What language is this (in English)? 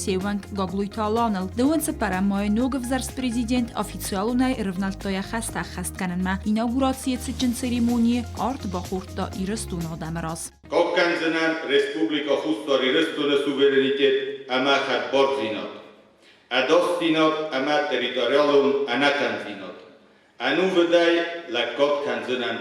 Ossetic